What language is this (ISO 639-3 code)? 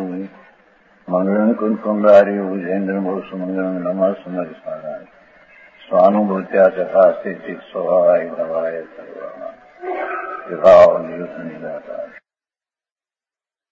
guj